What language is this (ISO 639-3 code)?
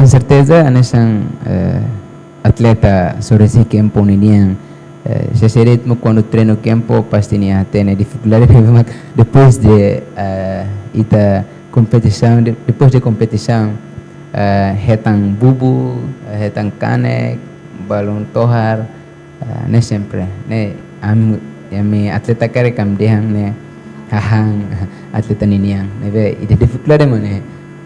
tet